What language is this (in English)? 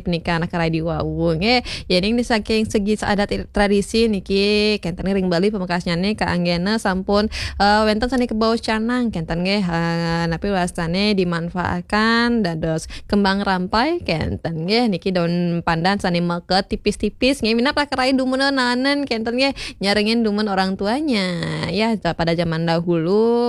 Balinese